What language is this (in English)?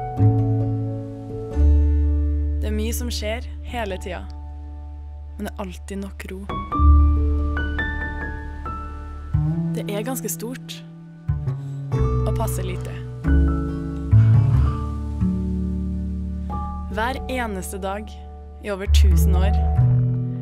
Norwegian